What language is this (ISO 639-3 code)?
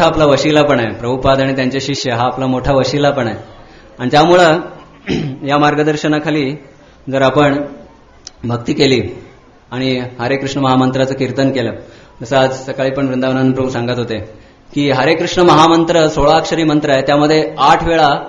mar